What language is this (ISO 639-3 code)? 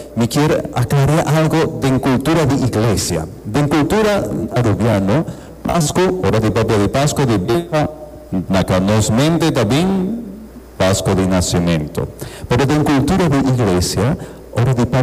pap